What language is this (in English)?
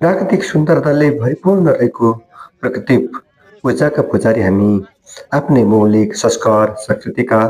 Nepali